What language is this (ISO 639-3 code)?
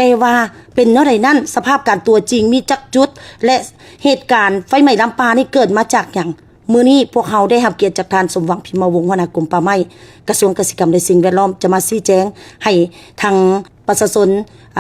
lao